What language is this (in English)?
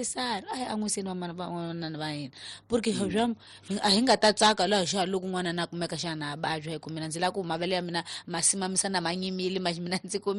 Tsonga